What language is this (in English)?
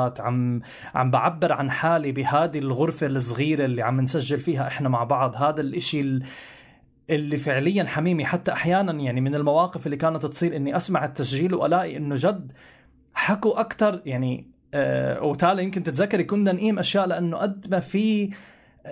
North Levantine Arabic